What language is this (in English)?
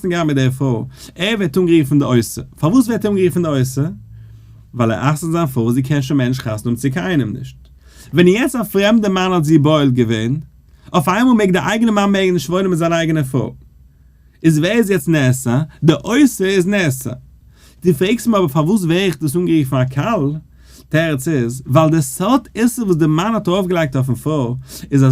Yiddish